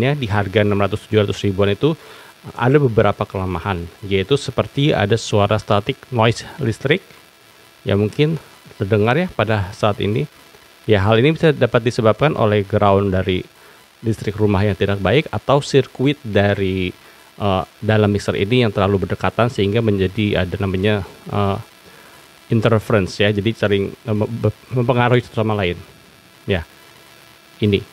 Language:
Indonesian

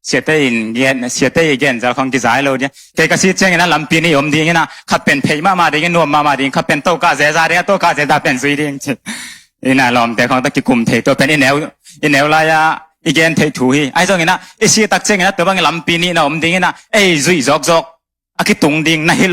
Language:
Tedim Chin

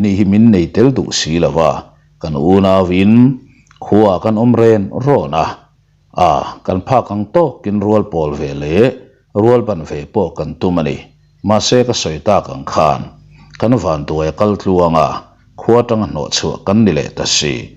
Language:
Mizo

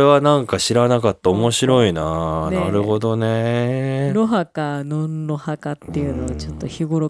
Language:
Japanese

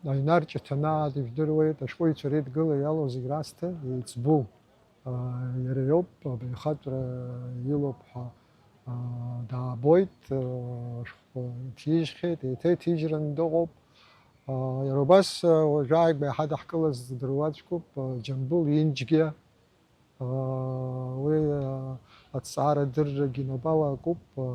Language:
Abkhazian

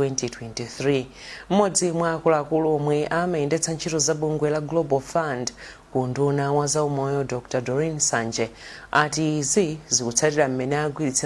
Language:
Nyanja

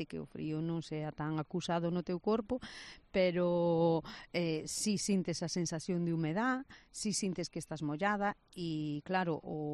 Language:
Galician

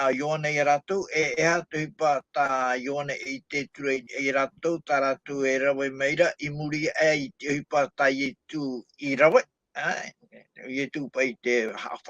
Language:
Tahitian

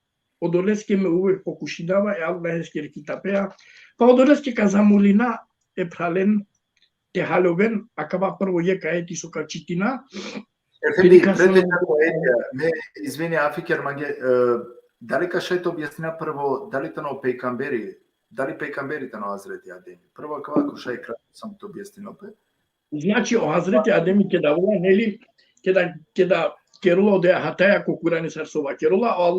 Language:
Balkan Romani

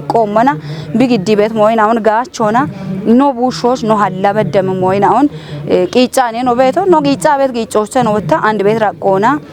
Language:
Kafa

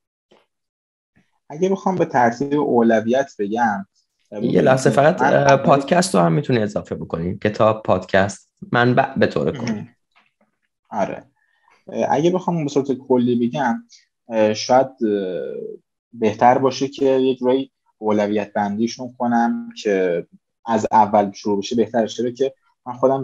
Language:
Persian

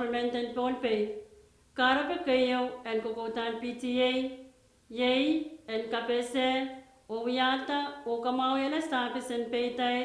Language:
Pohnpeian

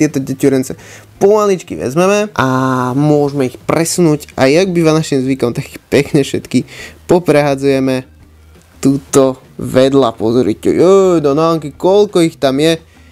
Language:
Slovak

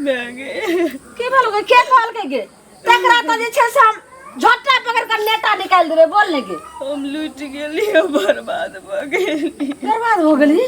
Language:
Maithili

